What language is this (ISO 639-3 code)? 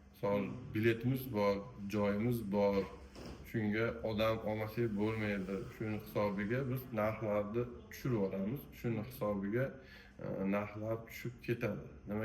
uzb